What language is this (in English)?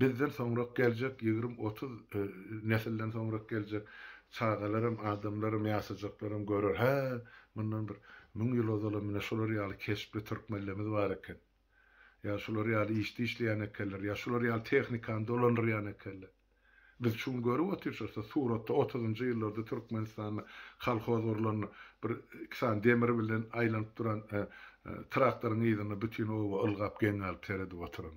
Turkmen